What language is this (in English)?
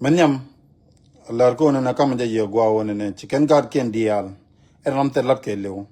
Nuer